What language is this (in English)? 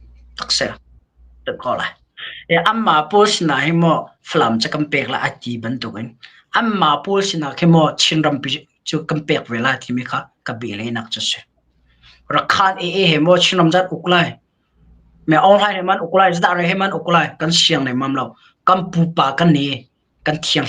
Hakha Chin